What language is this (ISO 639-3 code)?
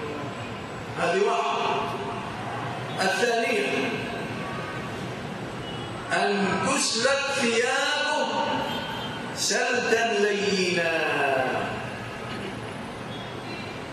ara